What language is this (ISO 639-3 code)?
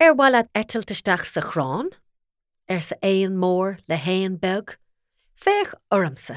gle